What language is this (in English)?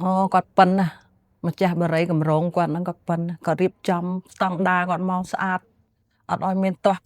Khmer